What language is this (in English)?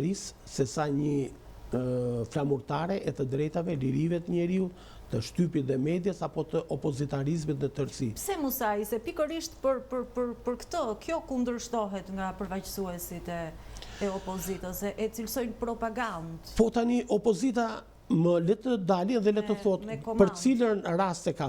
Albanian